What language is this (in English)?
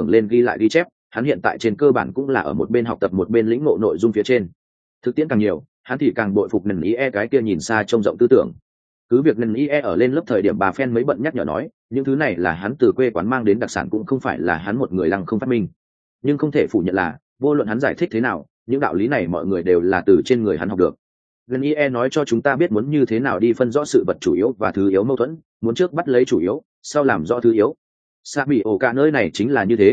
Vietnamese